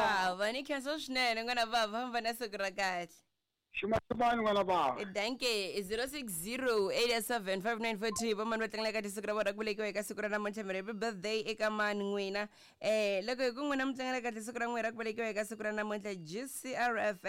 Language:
Tsonga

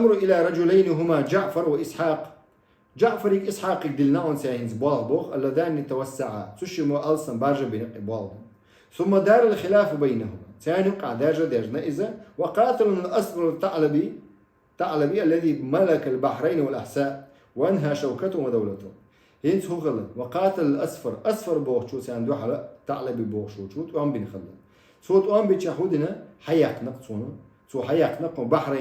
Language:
Chechen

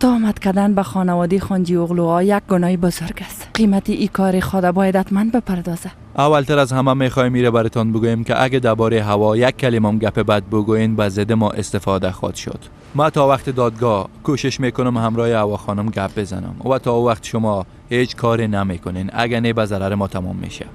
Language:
Persian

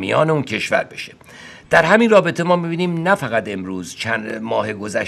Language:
Persian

